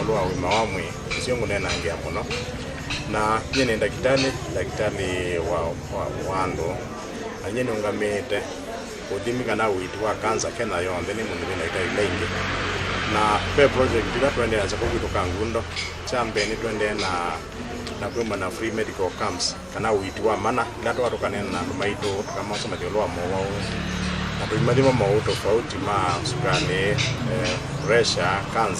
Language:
Kamba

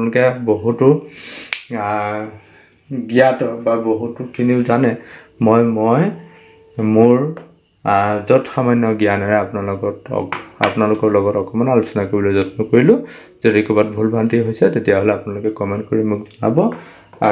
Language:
Assamese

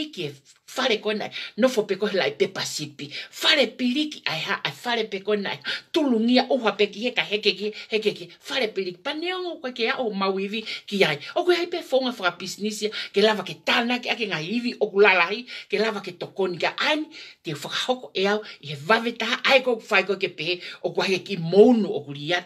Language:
Tongan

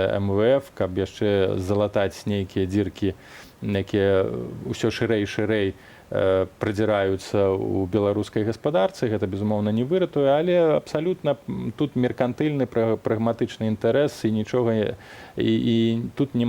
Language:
Belarusian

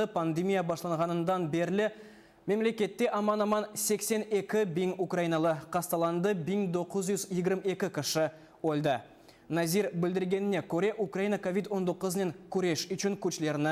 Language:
Crimean Tatar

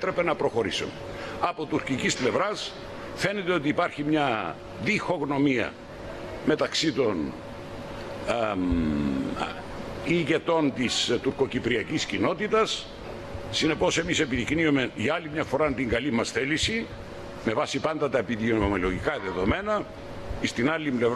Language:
Greek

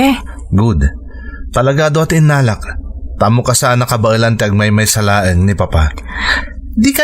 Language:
Iloko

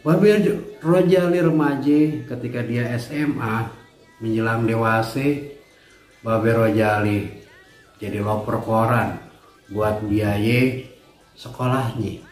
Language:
Betawi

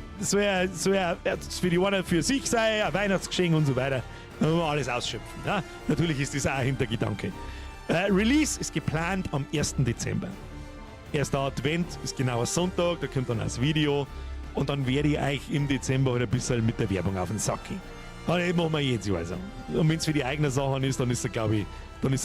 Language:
Bavarian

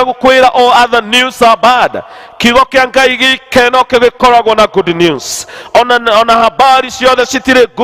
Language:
Kikuyu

